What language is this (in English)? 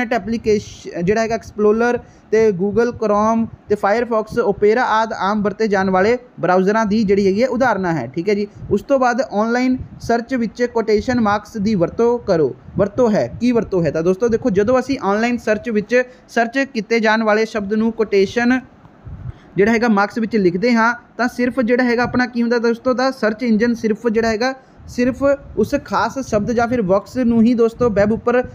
Punjabi